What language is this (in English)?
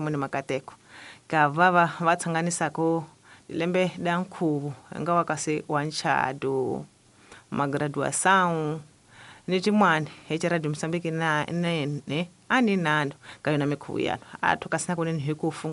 Tsonga